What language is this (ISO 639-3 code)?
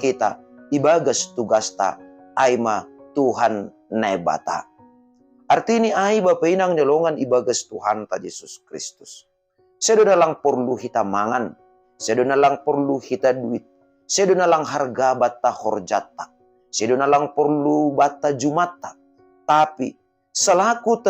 bts